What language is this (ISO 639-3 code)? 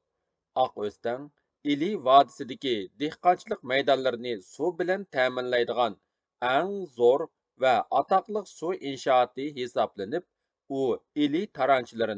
uig